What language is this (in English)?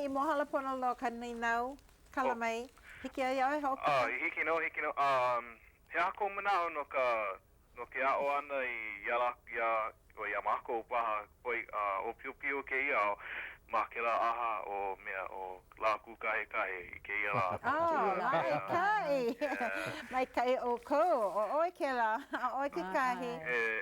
Hawaiian